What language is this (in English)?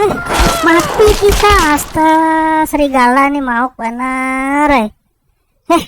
Banjar